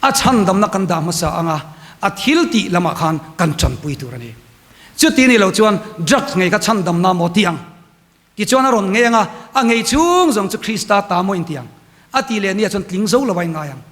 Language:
Mizo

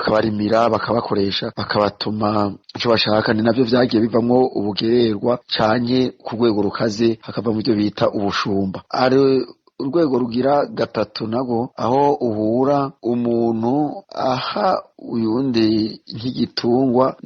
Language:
Rundi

